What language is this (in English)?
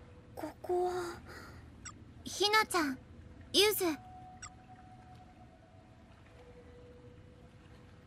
Japanese